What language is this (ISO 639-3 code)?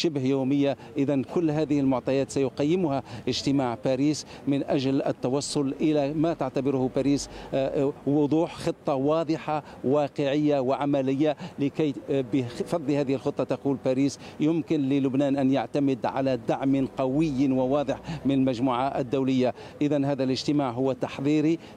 ara